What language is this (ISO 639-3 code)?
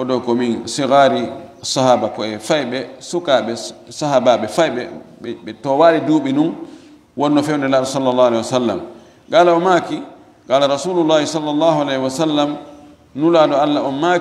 ful